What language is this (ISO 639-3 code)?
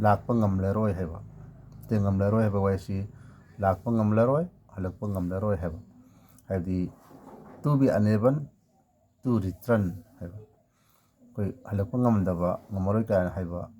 mni